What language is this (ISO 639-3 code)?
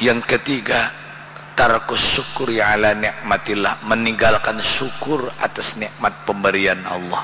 bjn